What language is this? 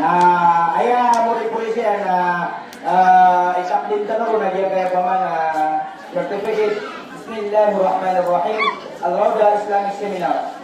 Maranao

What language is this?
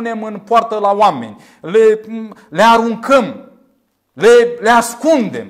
Romanian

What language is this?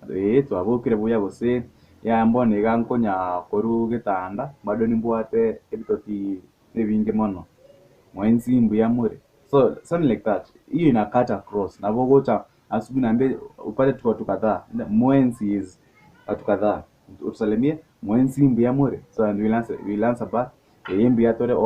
Gusii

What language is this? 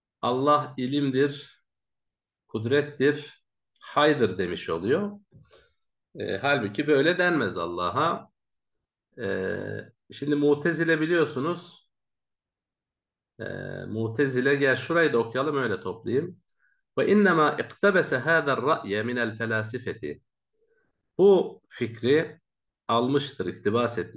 Turkish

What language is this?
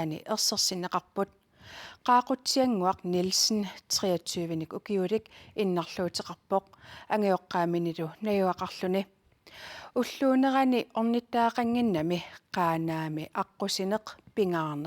Kalaallisut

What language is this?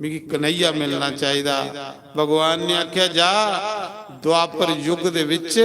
Dogri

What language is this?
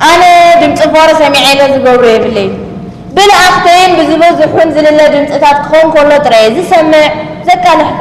Tigrinya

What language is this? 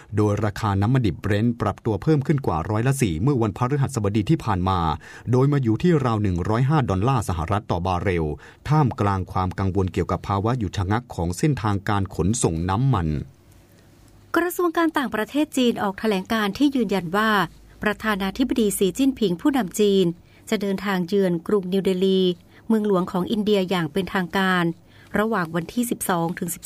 Thai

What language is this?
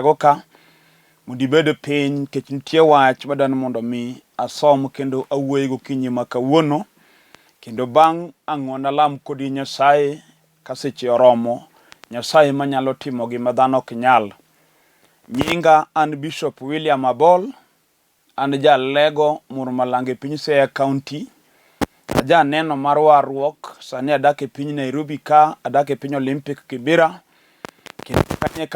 Luo (Kenya and Tanzania)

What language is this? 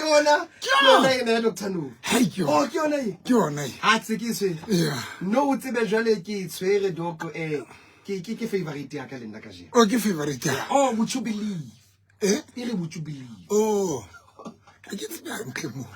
Southern Sotho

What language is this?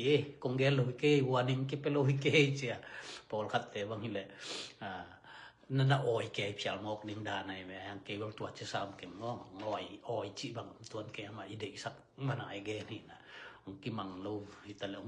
Tedim Chin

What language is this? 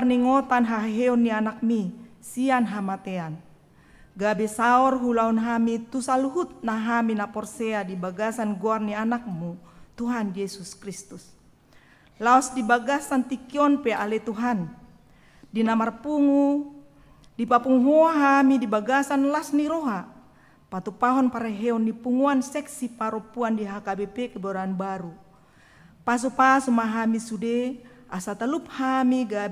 Batak Toba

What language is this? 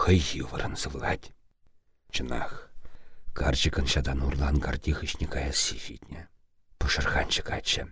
Chuvash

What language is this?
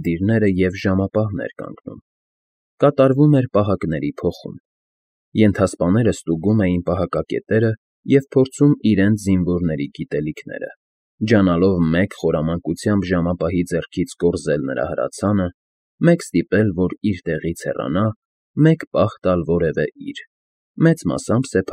Armenian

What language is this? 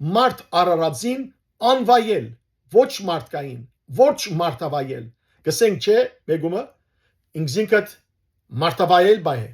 Western Armenian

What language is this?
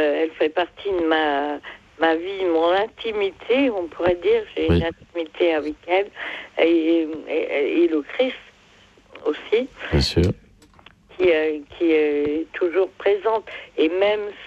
French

